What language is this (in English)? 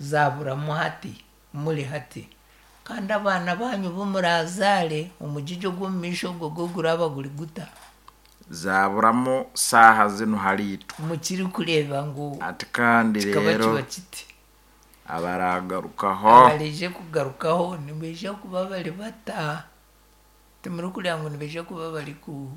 Nyankole